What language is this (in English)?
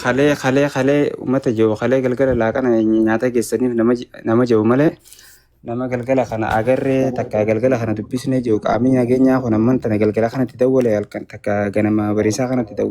Oromo